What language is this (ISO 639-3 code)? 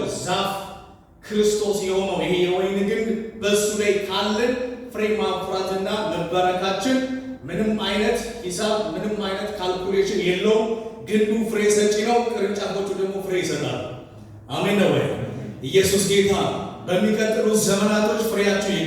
amh